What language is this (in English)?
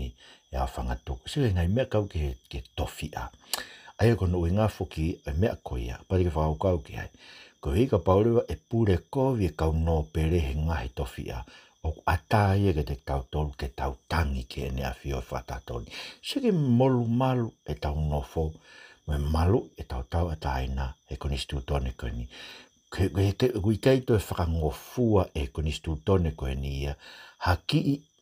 Tongan